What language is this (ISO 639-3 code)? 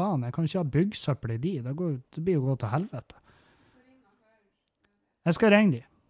nor